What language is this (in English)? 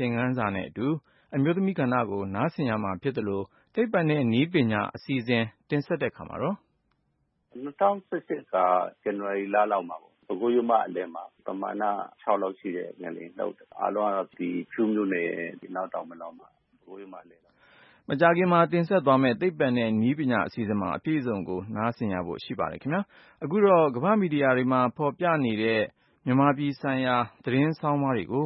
Burmese